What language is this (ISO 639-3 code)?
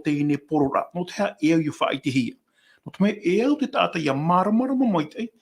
tah